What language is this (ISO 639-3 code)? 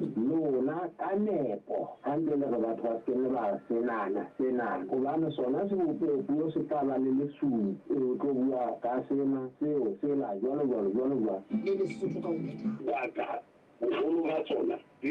sot